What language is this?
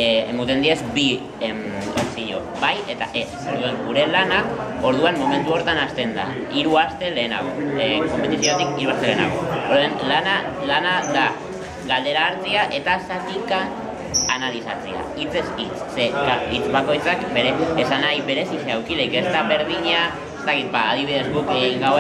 Basque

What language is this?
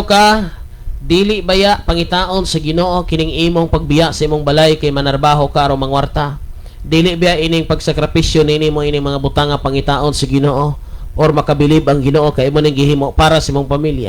Cebuano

